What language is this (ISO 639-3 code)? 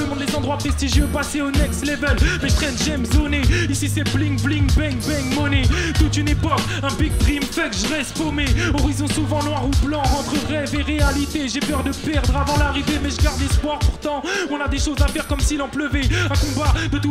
fra